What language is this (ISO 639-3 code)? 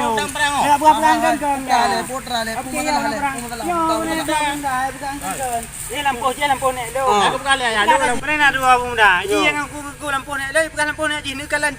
ace